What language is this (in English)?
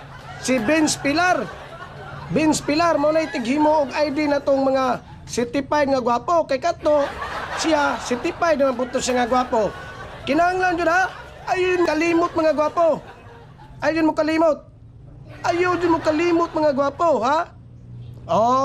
Cebuano